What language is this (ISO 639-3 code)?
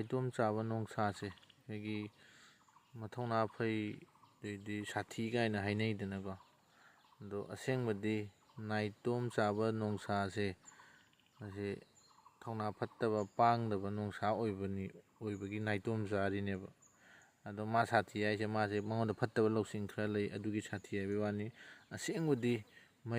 mni